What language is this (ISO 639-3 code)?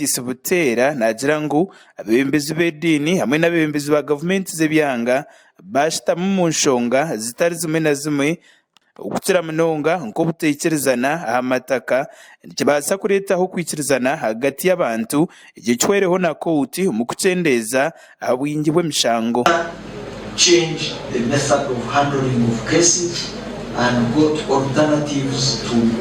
nyn